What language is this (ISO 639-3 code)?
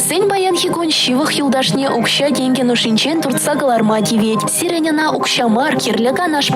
chv